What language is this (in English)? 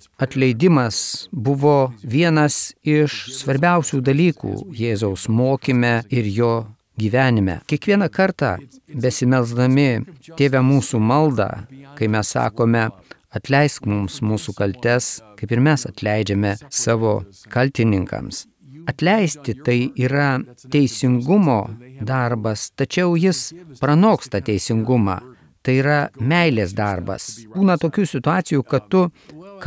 Lithuanian